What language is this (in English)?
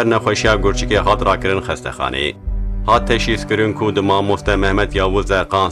Kurdish